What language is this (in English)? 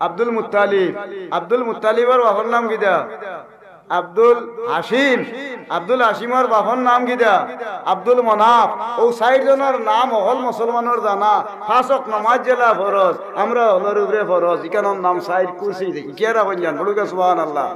Sylheti